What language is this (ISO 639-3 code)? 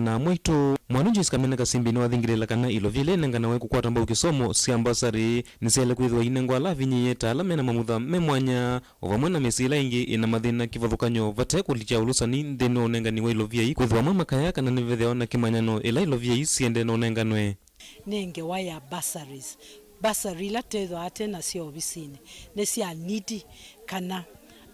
kam